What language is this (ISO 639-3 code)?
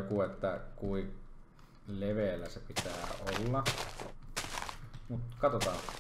fin